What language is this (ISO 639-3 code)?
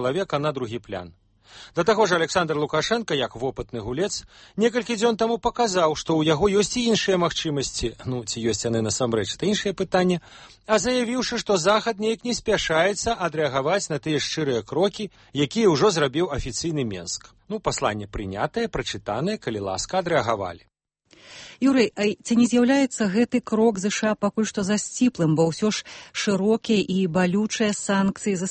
bel